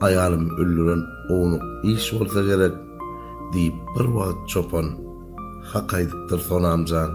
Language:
Turkmen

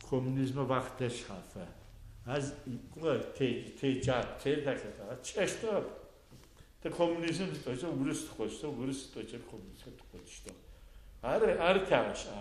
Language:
Adyghe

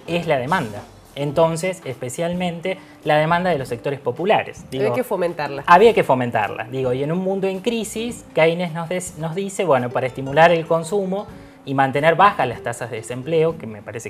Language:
Spanish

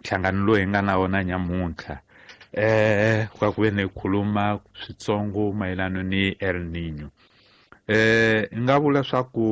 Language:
Tsonga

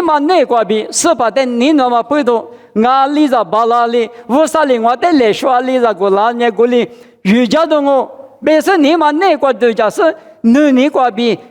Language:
Lisu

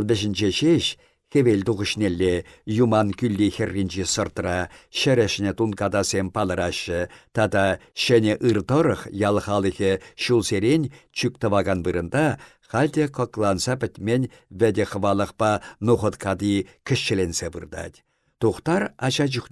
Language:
Chuvash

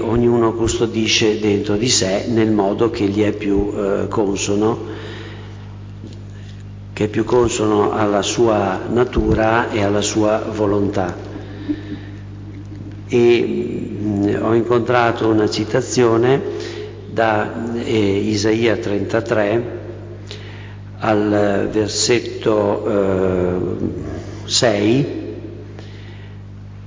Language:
Italian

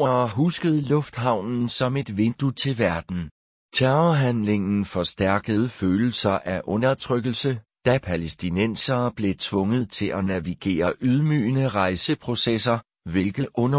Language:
Danish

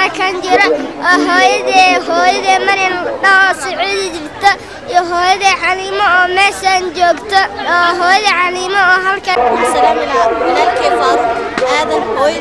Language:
Somali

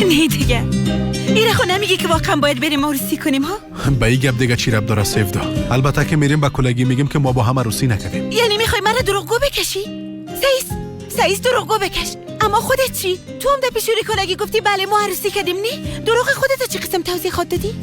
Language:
Persian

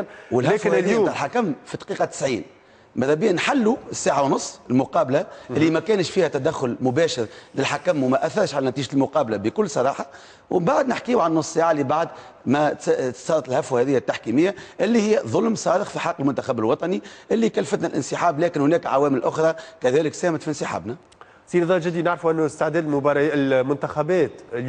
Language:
Tunisian Arabic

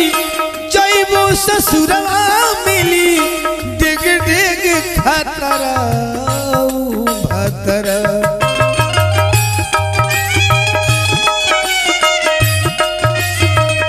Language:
Bhojpuri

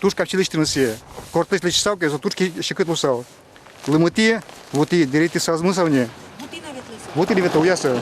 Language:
Udmurt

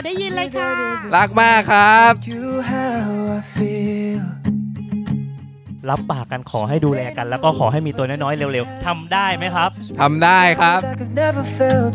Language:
Thai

